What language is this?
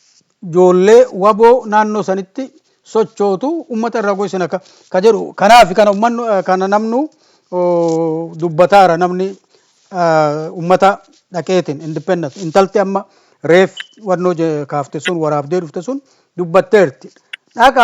Oromo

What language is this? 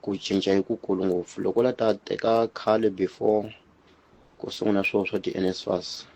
Tsonga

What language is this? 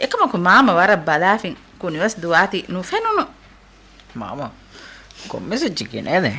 Divehi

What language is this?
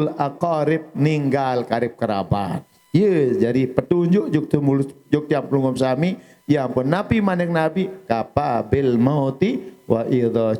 Sasak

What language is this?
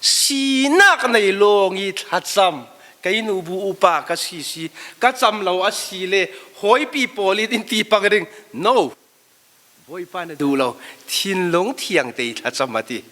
Falam Chin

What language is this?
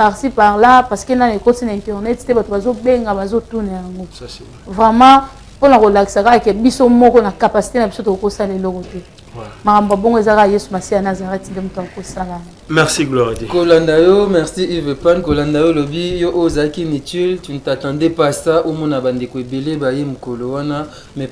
Lingala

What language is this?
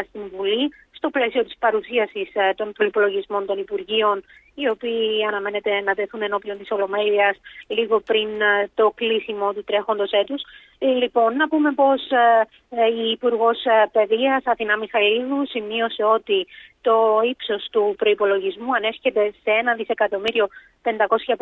Greek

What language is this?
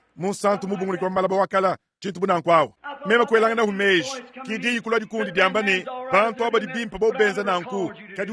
Luba-Lulua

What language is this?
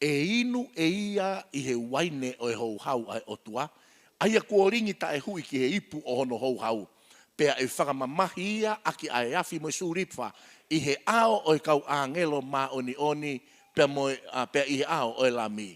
Tongan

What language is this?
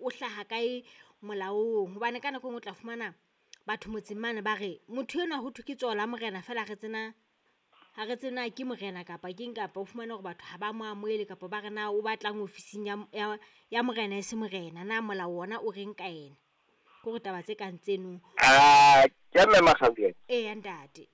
Southern Sotho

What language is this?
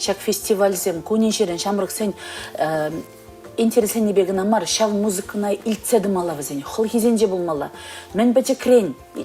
Chuvash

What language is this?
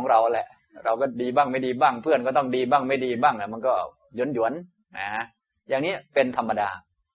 Thai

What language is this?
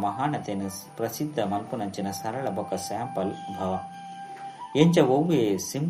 Tulu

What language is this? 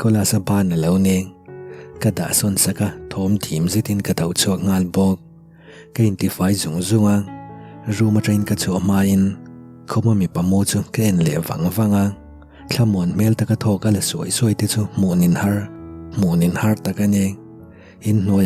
Mizo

